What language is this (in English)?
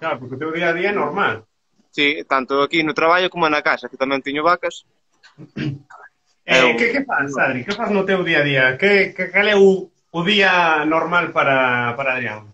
Galician